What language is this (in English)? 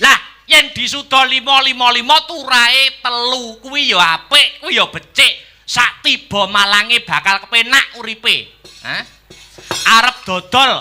Javanese